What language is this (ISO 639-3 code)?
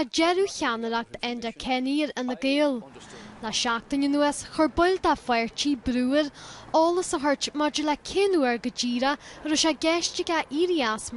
gle